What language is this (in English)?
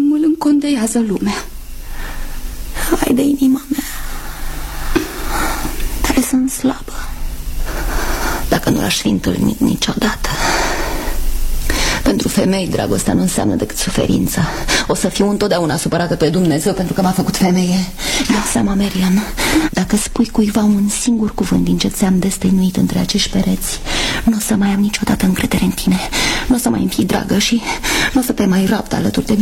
Romanian